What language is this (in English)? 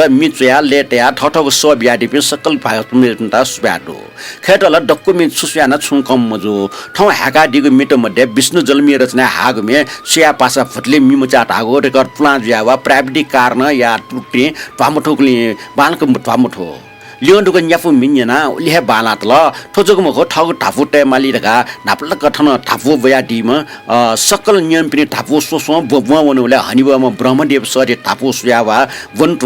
Newari